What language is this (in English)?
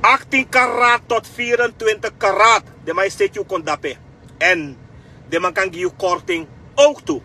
Sranan Tongo